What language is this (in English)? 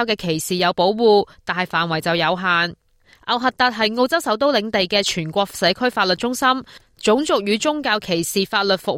Cantonese